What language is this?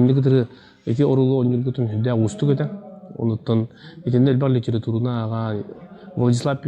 Yakut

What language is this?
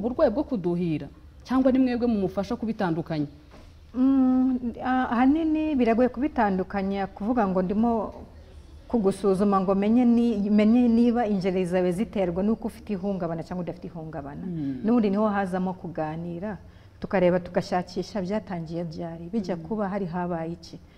Kinyarwanda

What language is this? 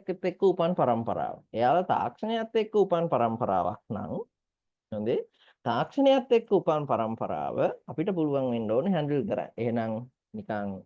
Sinhala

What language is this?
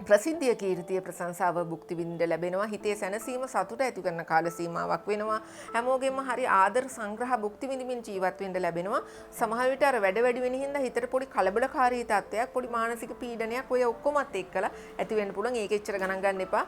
Sinhala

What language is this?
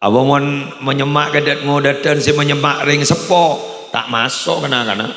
Madurese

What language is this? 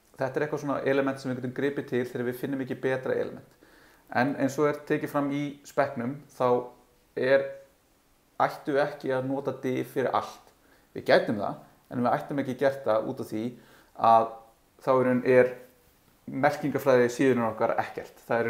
Icelandic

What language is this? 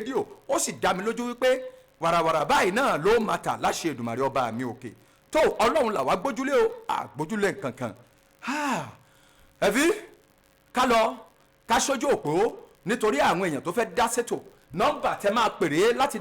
Yoruba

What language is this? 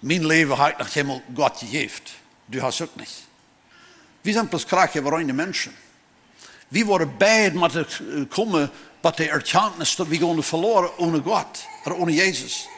Plautdietsch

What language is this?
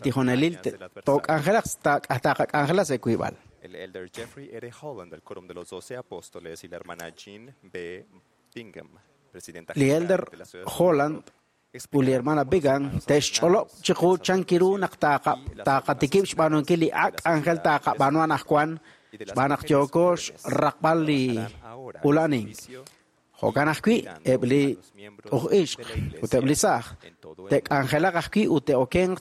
Kekchí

